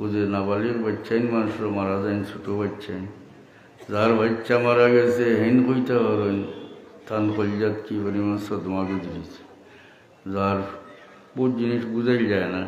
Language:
Sylheti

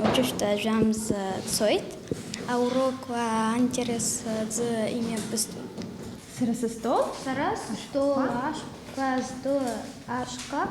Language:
Abkhazian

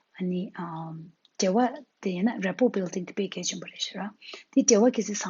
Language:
Tibetan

